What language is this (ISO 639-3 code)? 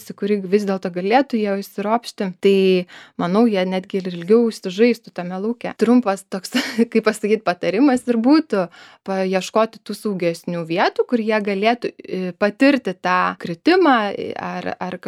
lit